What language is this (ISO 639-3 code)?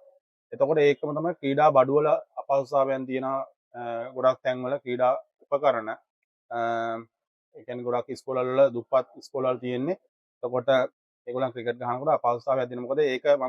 sin